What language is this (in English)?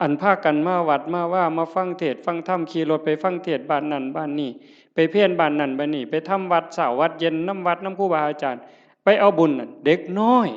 Northeastern Thai